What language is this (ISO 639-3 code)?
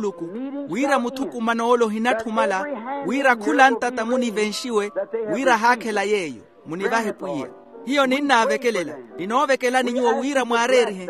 vmw